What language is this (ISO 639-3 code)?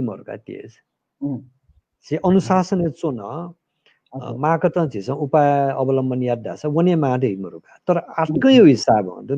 new